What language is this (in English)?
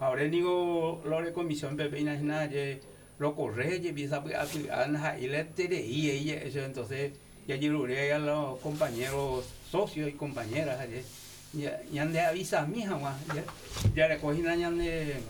Guarani